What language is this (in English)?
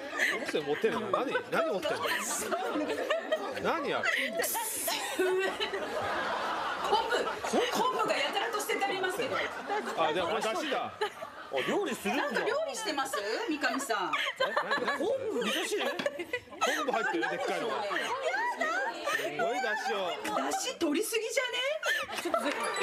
Japanese